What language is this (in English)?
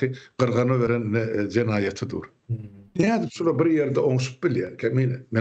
Turkmen